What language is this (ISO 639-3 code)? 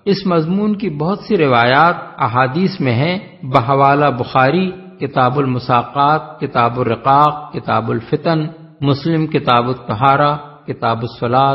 urd